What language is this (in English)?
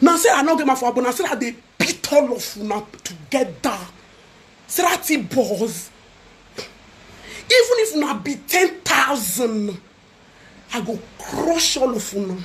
Nigerian Pidgin